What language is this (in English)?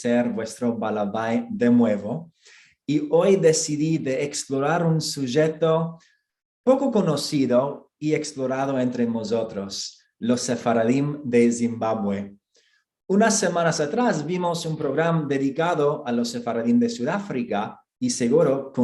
Ladino